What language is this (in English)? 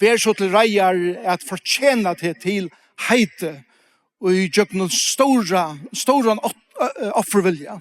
Faroese